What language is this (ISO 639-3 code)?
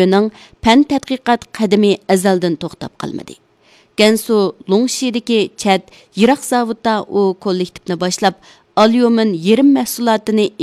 uig